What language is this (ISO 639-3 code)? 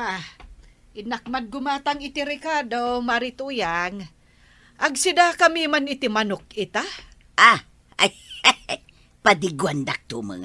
ilo